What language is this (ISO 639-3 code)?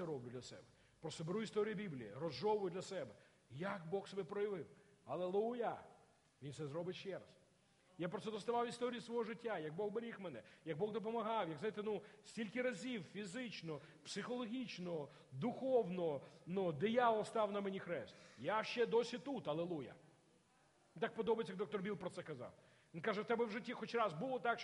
ukr